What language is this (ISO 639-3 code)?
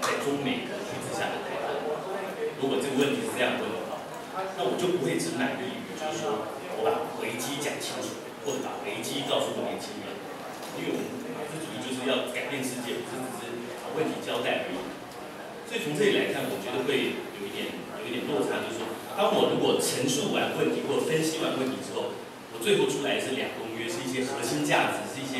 zho